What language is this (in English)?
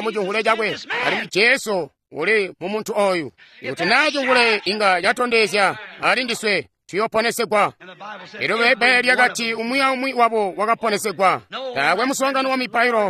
Tonga (Zambia)